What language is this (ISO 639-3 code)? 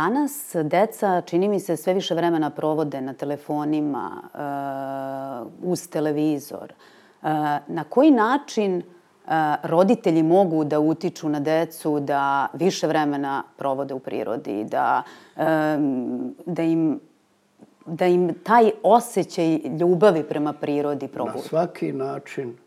srp